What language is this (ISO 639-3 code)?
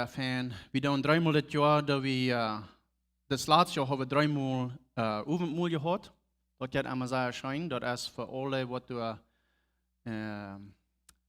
pdt